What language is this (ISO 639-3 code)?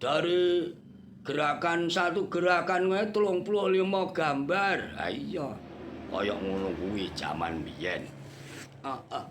jav